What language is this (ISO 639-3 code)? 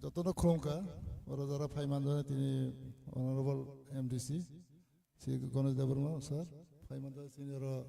trp